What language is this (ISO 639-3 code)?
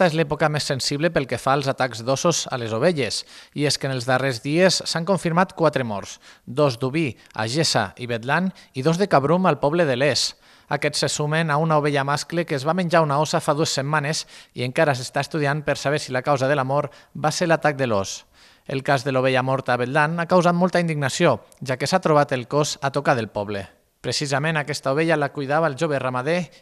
cat